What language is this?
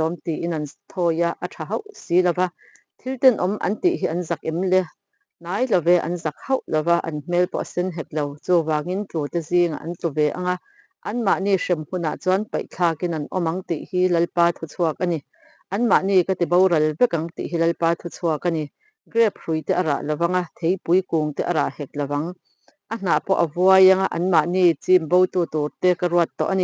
Mizo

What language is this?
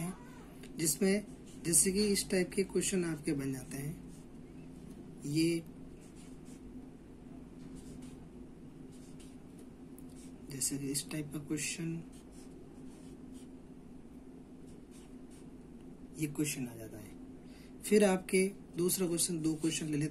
Hindi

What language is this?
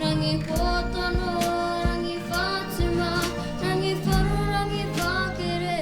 Māori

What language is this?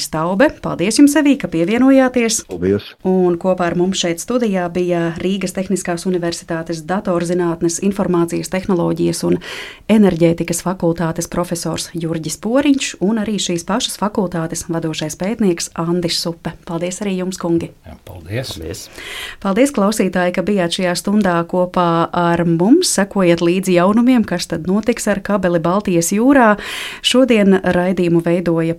Latvian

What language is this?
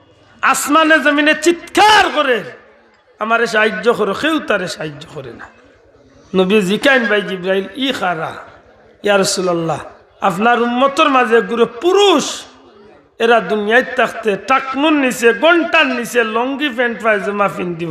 Sylheti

